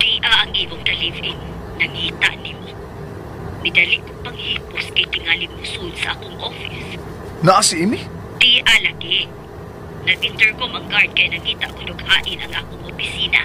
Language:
Cebuano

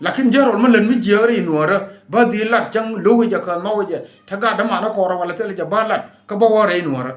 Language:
Nuer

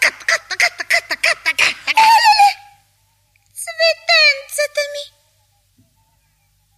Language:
Bulgarian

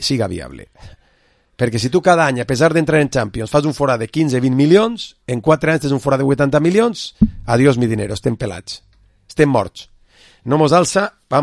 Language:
Catalan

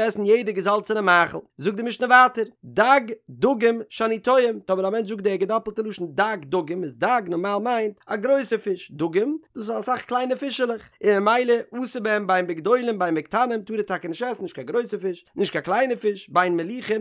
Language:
Yiddish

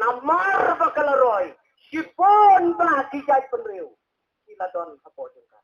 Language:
Khasi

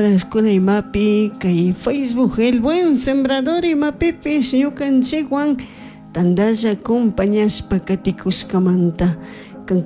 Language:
Chimborazo Highland Quichua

